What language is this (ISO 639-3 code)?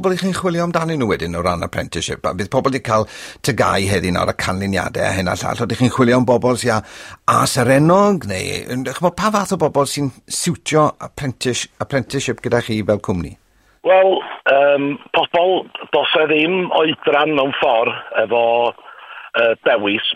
cym